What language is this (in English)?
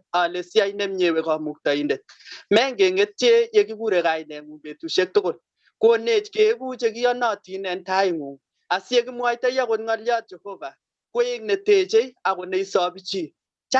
Kalenjin